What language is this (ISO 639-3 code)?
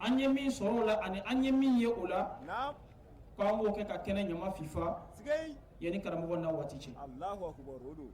bam